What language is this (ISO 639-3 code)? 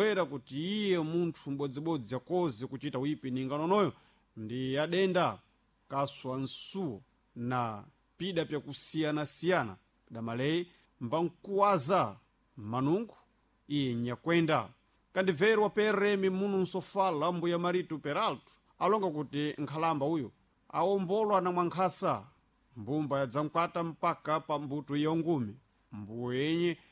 seh